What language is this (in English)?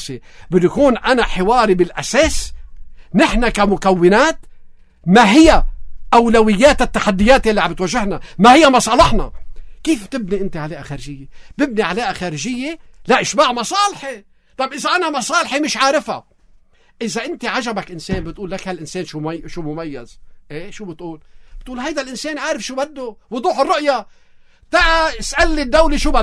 North Levantine Arabic